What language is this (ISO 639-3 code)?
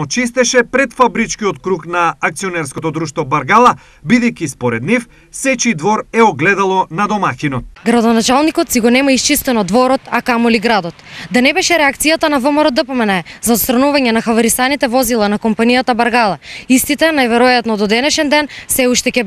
mkd